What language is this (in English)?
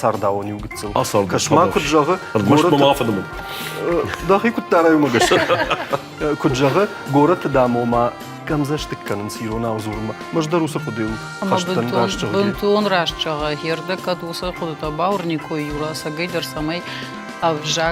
Ossetic